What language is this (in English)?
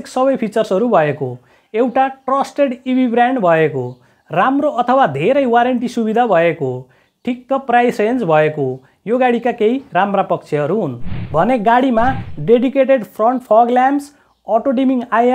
Nepali